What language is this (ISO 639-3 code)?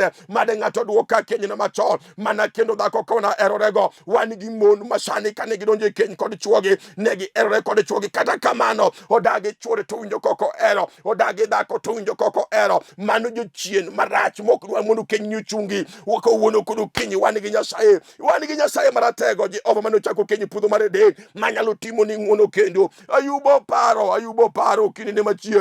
luo